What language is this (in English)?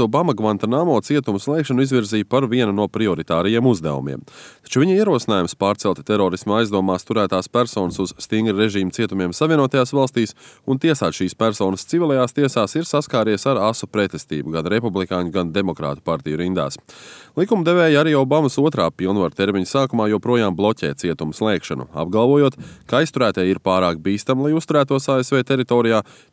Latvian